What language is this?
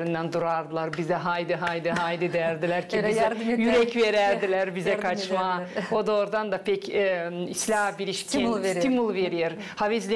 Gagauz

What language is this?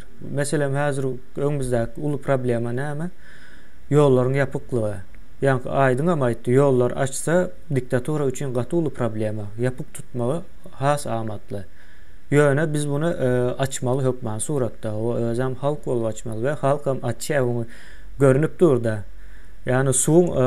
Turkmen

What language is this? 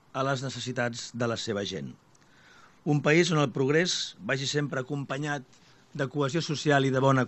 Catalan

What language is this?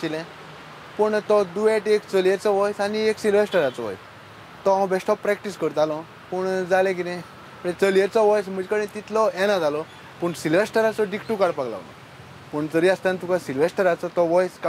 Konkani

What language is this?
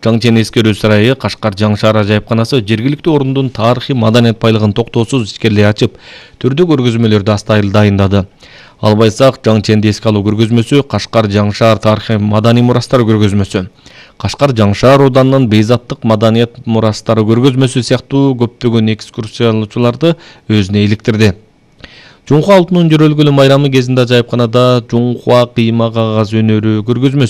Kyrgyz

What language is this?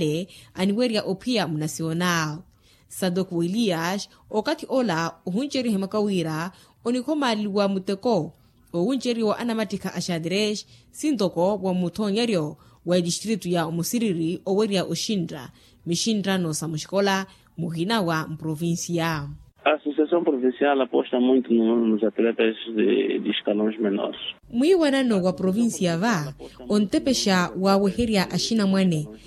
Makhuwa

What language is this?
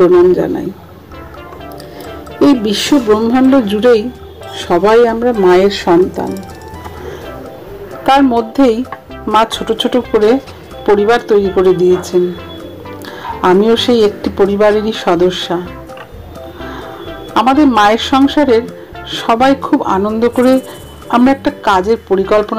Bangla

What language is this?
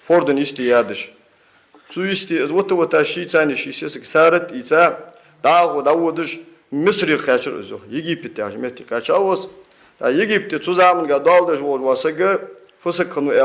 Ingush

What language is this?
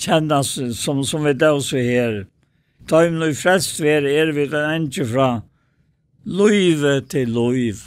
Faroese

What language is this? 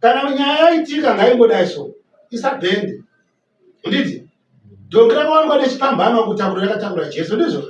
Shona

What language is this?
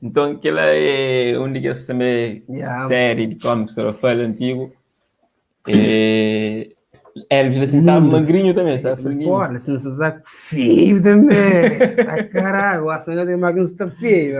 Kabuverdianu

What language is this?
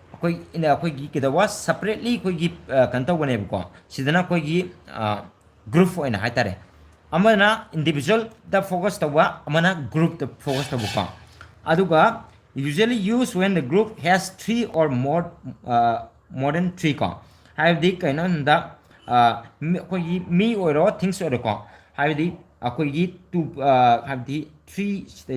Manipuri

